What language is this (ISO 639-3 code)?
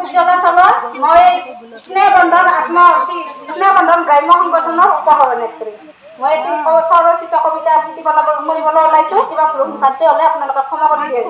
asm